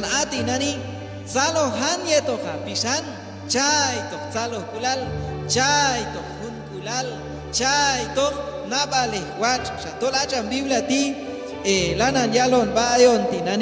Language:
Q'anjob'al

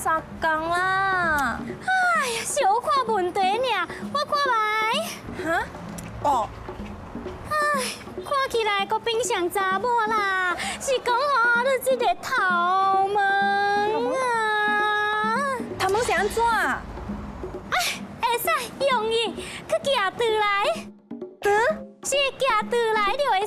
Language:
Min Nan Chinese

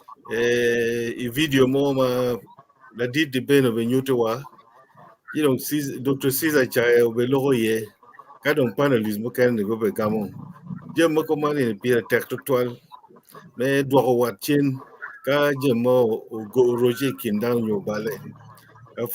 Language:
Acoli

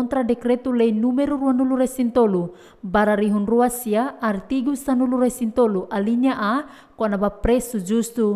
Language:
Tetum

